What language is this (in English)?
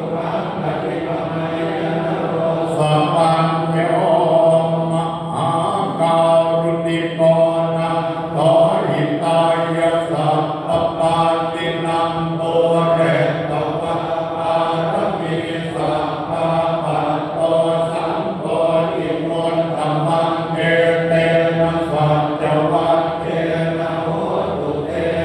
Pali